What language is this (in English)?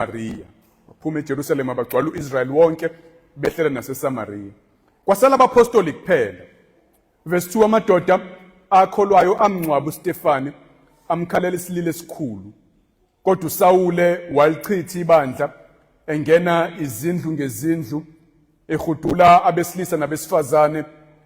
Zulu